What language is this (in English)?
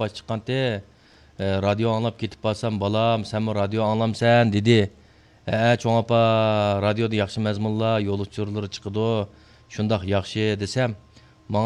Uyghur